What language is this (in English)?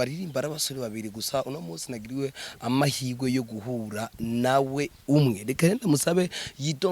Rundi